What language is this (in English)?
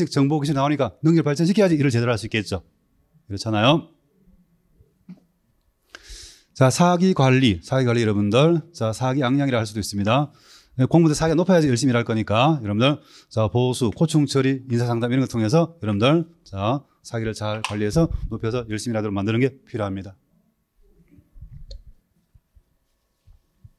Korean